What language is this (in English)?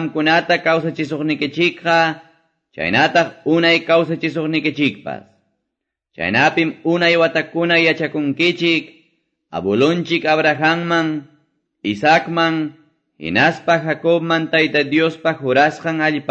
Quechua